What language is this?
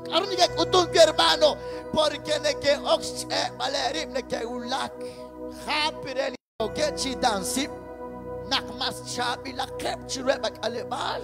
Kekchí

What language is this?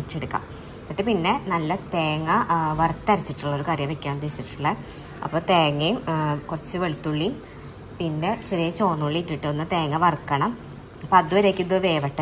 Malayalam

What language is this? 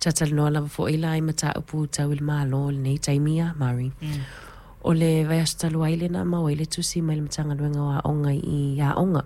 Samoan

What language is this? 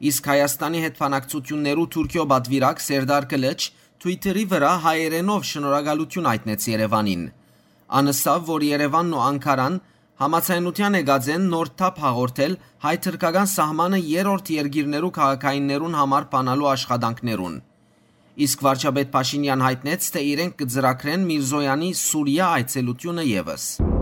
Western Armenian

